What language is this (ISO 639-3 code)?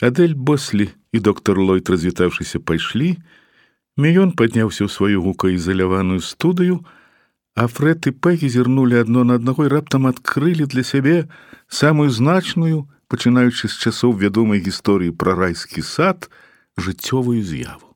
bel